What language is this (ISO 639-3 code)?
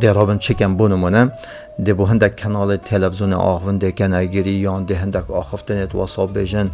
kur